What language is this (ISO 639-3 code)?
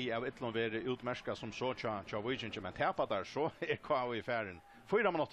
fao